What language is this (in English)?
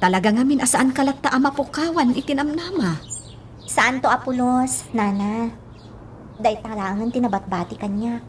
Iloko